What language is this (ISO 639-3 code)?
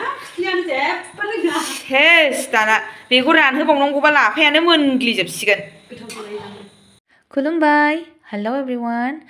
brx